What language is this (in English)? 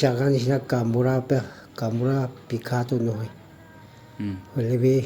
Naga Pidgin